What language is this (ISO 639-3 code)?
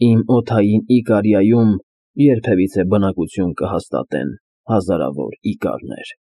hye